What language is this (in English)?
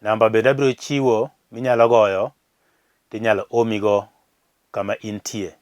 Luo (Kenya and Tanzania)